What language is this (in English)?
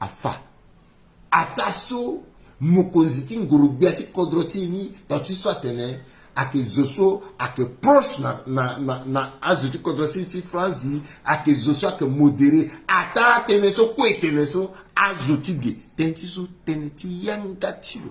Sango